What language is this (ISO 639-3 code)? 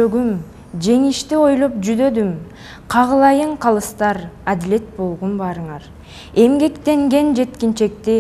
kir